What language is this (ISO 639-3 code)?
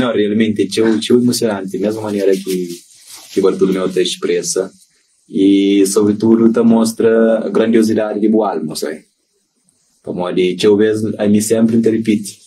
kea